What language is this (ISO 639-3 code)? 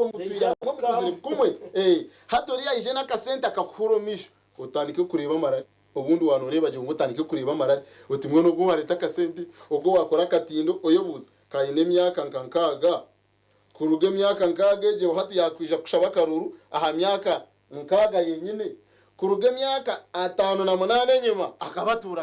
nyn